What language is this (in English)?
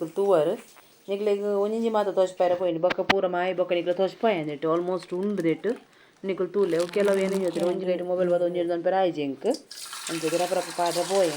Tulu